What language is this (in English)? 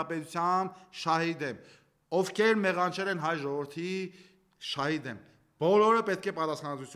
Armenian